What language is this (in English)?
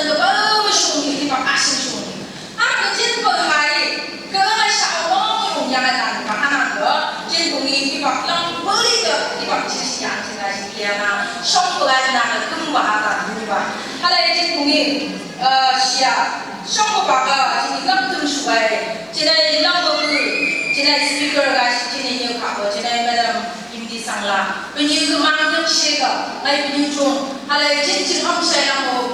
Phom Naga